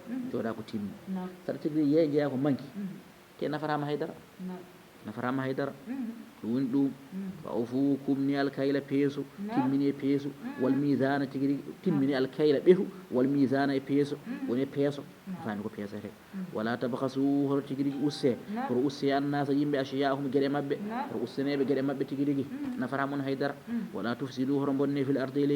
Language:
Fula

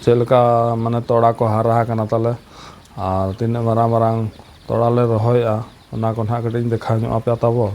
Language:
Santali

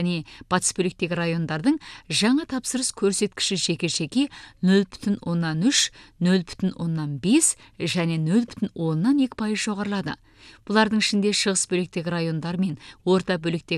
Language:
Kazakh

